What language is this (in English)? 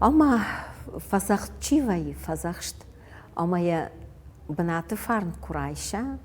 Ossetic